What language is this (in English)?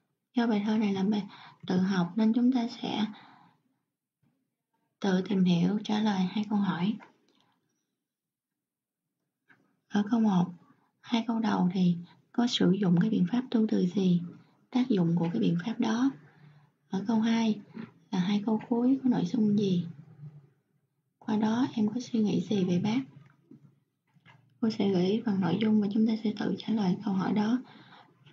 Vietnamese